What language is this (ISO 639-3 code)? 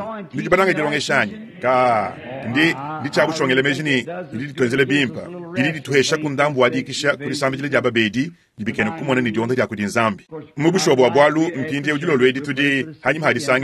lua